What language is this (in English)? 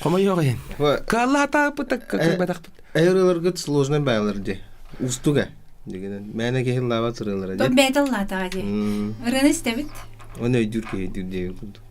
Yakut